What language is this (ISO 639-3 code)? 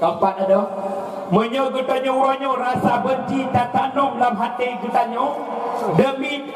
ace